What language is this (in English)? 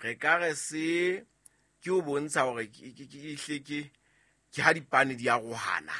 Southern Sotho